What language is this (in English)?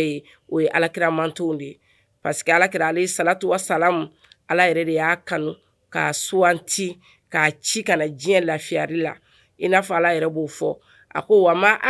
Bambara